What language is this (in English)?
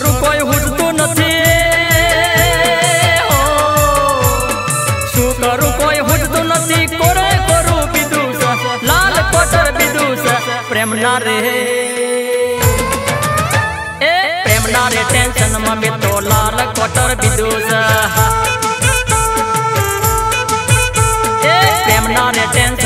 Gujarati